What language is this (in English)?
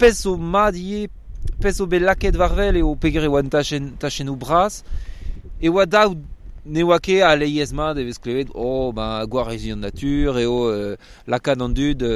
Breton